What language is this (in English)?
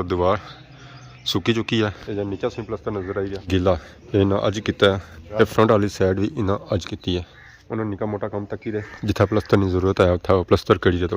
Pahari-Potwari